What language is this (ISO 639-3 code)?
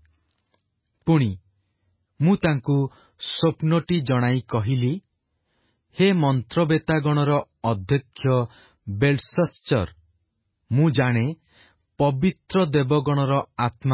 ori